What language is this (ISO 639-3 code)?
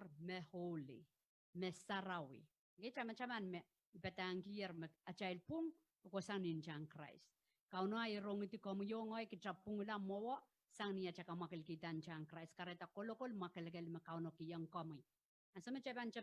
pon